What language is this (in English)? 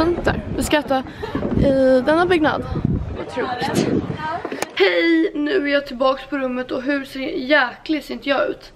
Swedish